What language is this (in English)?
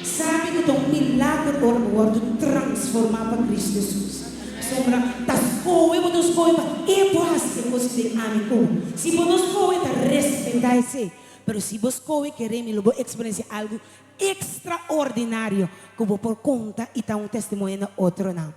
Papiamento